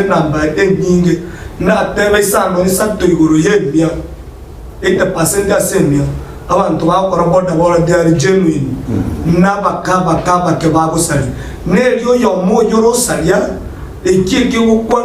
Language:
Gusii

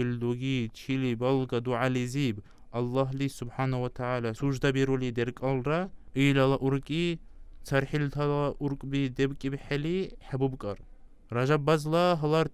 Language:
Dargwa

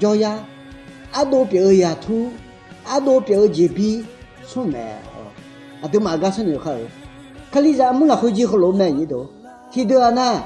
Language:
Akha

